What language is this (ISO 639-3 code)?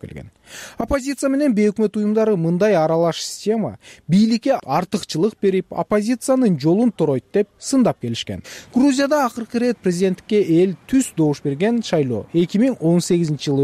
kir